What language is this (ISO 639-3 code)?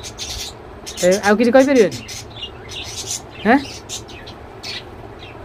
ori